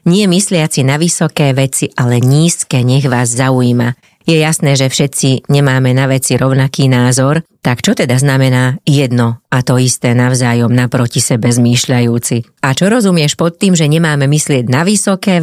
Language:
Slovak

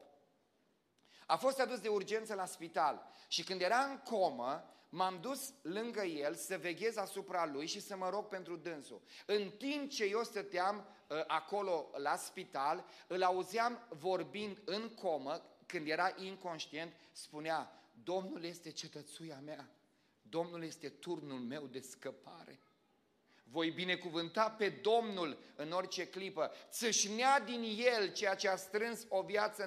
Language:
Romanian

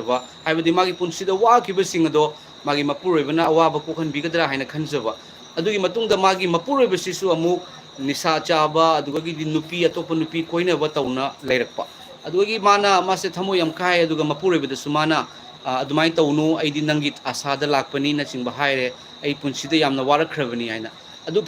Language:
Manipuri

